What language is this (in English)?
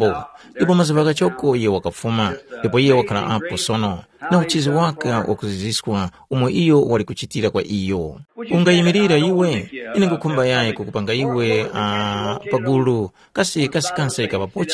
Tumbuka